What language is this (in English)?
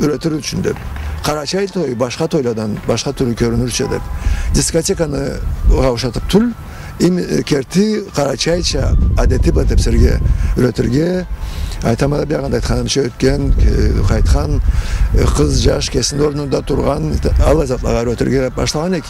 Karachay-Balkar